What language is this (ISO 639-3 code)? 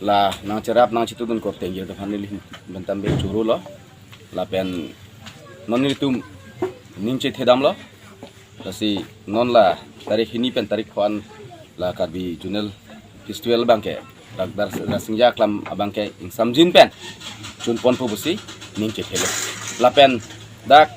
mjw